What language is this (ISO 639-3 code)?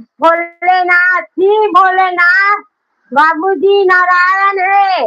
hne